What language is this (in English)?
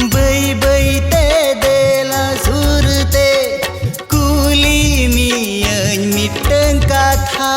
Santali